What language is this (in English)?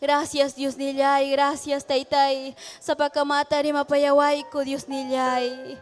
Ayacucho Quechua